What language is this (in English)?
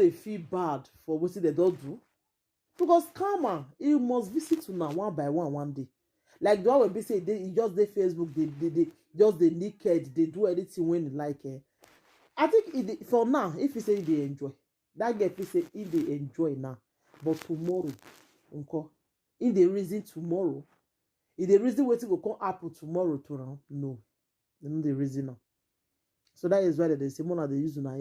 Nigerian Pidgin